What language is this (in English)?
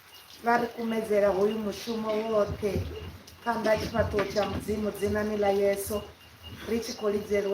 Venda